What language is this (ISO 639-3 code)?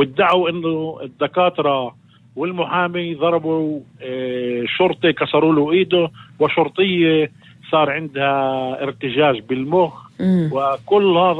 apc